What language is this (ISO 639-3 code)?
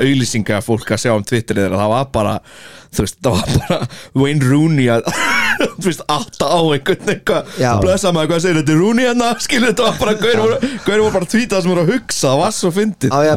isl